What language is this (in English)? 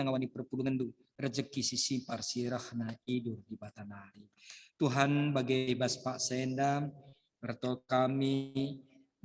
Batak Karo